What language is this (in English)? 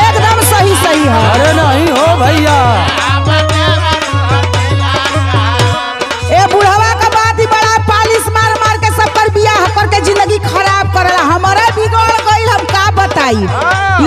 Bhojpuri